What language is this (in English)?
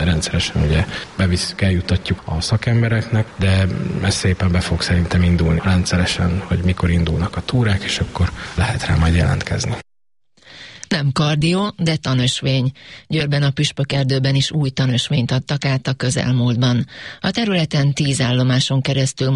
Hungarian